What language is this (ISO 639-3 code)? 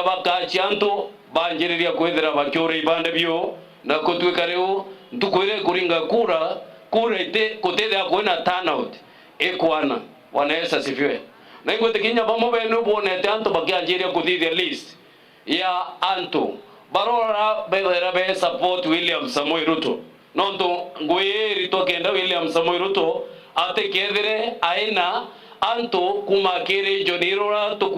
mer